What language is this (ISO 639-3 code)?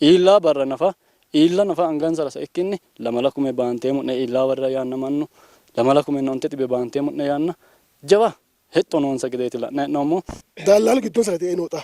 sid